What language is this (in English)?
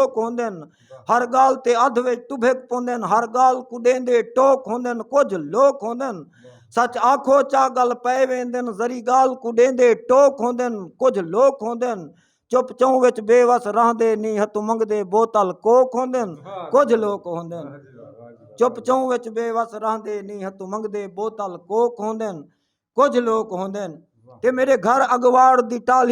Saraiki